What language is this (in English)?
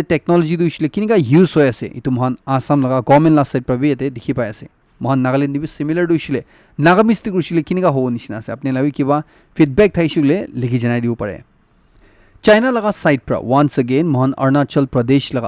Naga Pidgin